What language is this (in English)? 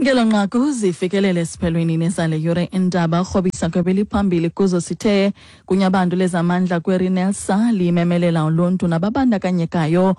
Xhosa